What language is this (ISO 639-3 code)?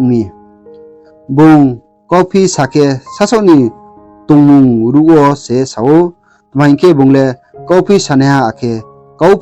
ria